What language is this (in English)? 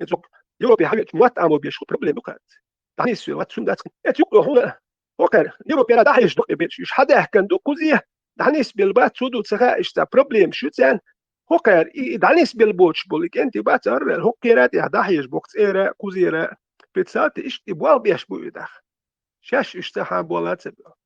Chechen